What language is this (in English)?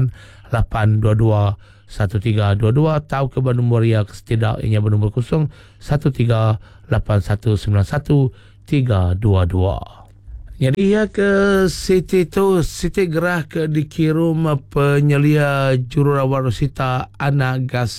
Malay